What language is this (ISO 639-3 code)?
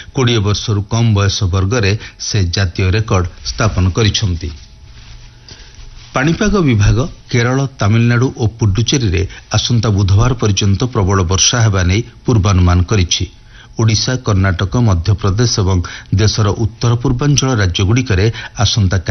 ori